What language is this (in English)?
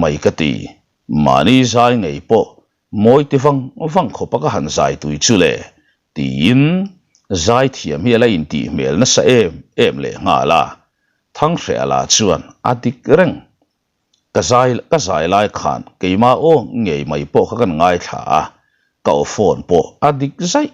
Mizo